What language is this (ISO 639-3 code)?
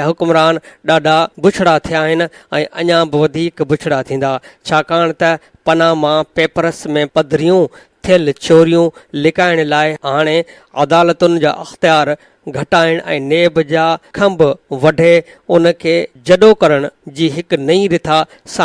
snd